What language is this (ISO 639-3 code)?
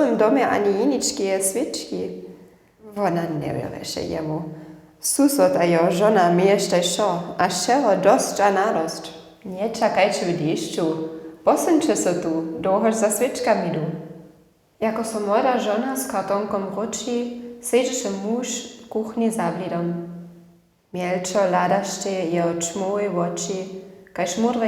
hsb